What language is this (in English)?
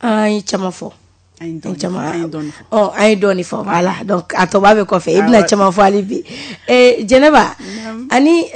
Bambara